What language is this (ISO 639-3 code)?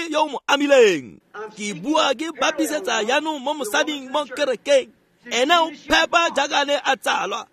tsn